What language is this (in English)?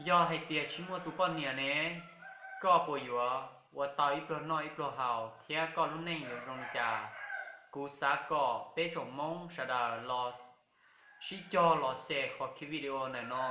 Hmong